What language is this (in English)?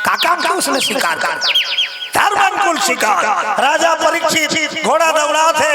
Chhattisgarhi